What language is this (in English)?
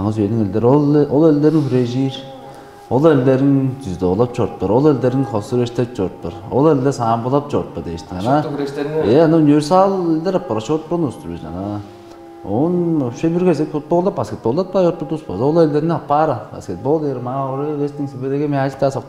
Tuvinian